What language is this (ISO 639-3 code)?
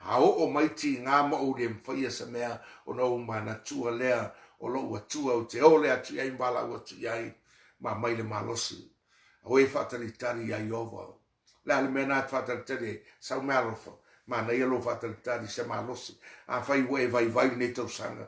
smo